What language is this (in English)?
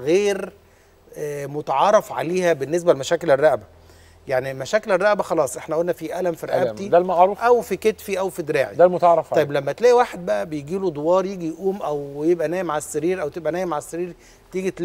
Egyptian Arabic